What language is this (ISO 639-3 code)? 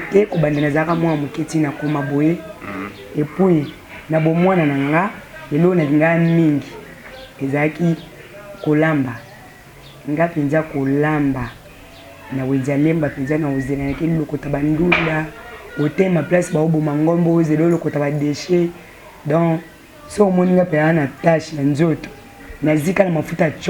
lin